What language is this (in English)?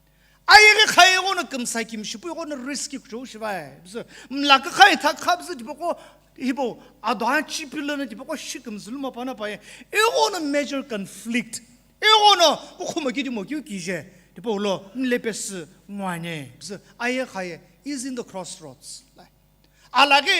Sumi Naga